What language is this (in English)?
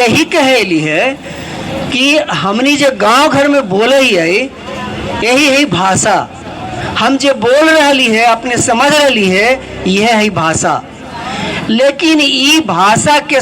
Magahi